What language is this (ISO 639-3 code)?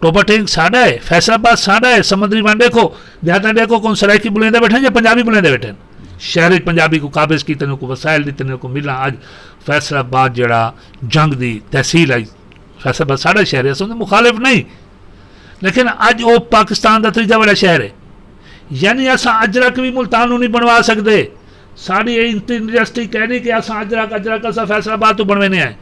skr